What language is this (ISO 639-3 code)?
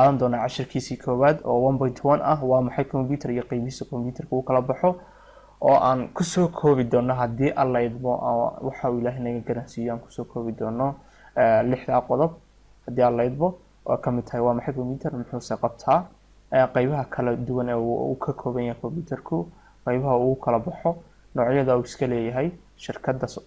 som